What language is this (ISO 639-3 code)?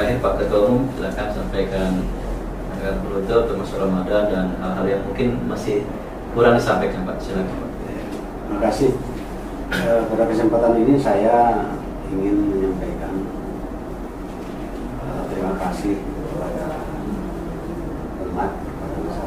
ind